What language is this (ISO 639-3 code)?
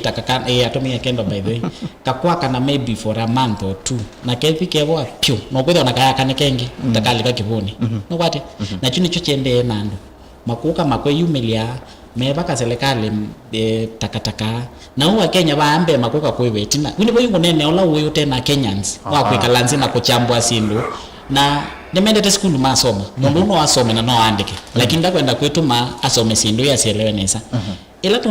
kam